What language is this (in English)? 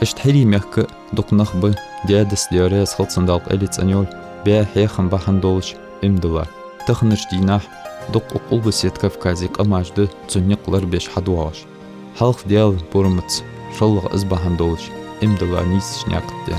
Ingush